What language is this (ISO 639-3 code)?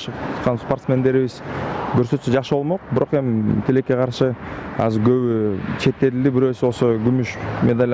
kir